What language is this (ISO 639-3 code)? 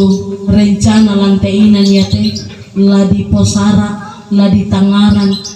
sda